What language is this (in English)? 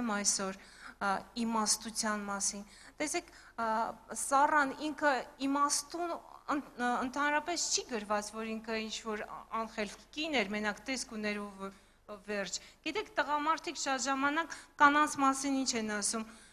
Armenian